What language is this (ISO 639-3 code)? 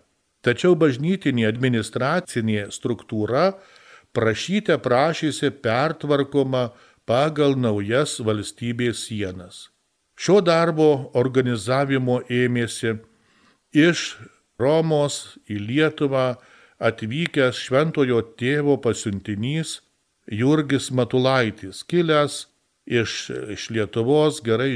lit